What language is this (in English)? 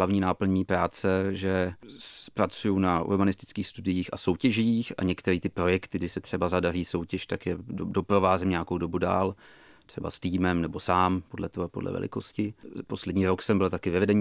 Czech